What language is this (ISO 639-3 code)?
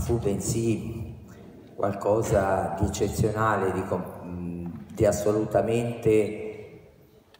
ita